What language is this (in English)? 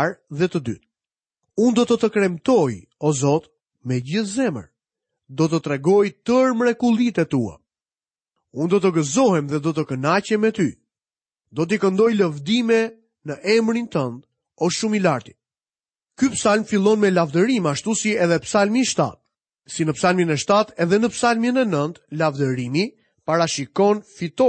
Albanian